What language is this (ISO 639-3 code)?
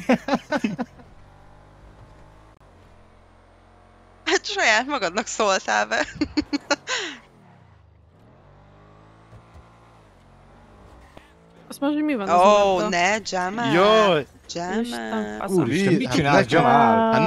hun